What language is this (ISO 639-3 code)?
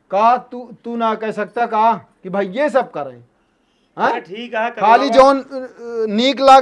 awa